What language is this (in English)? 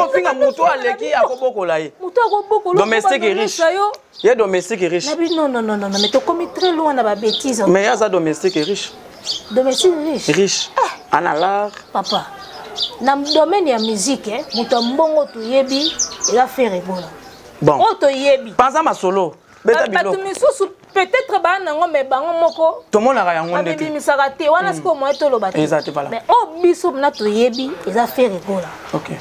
Lingala